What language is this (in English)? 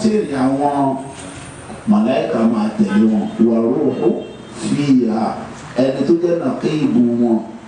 Yoruba